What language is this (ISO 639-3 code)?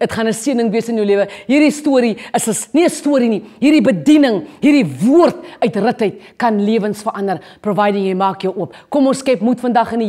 afr